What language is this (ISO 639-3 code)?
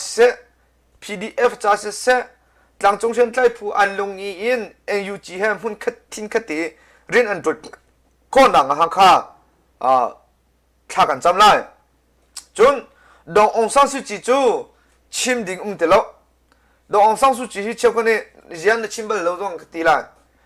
cnh